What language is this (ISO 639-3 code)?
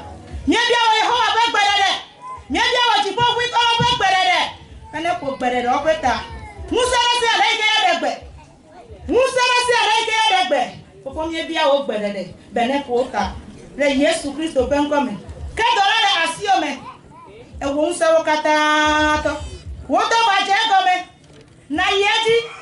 ewe